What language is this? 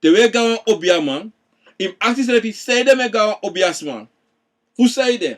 Sranan Tongo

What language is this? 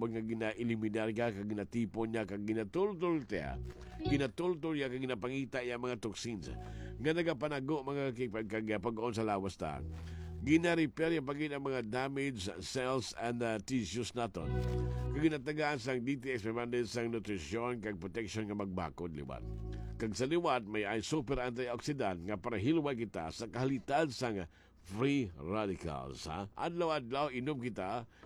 Hiligaynon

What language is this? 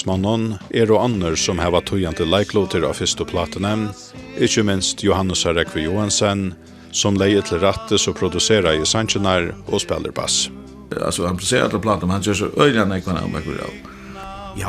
Faroese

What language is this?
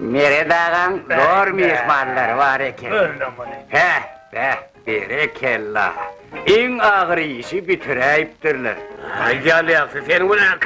Turkmen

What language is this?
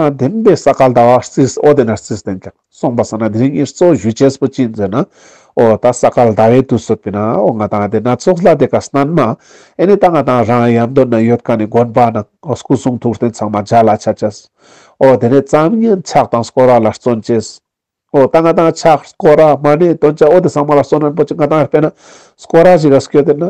Ladakhi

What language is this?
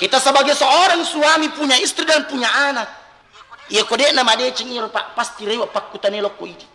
Buginese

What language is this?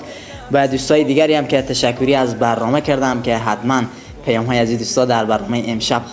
Persian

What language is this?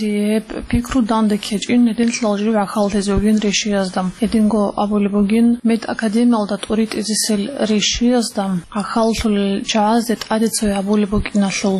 Avaric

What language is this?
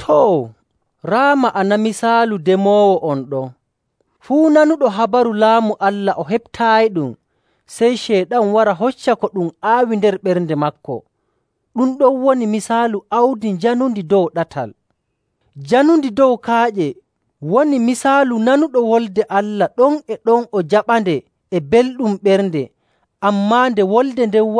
Nigerian Fulfulde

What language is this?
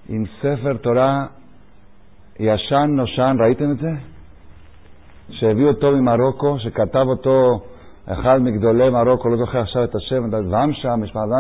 Hebrew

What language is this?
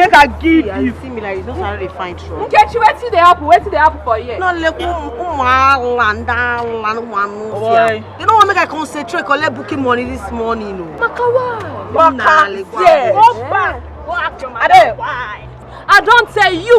Nigerian Pidgin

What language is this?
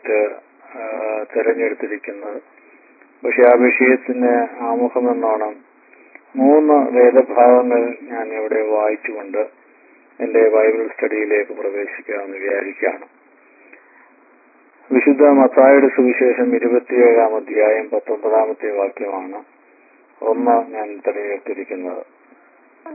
Malayalam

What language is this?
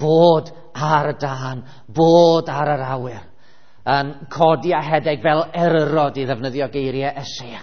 Welsh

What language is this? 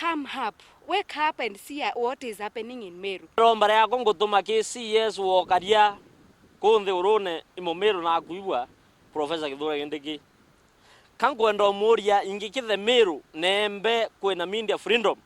Meru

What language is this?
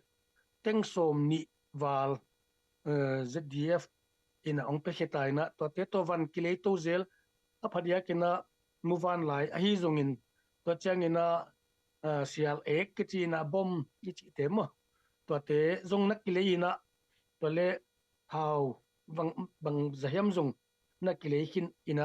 Tedim Chin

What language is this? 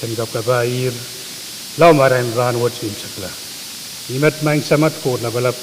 Pohnpeian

